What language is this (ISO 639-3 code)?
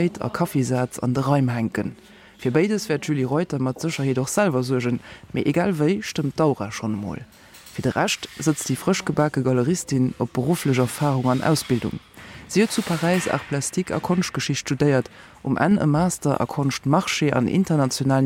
ltz